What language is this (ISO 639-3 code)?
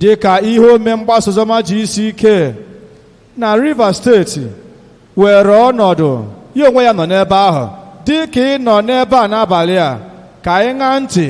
ibo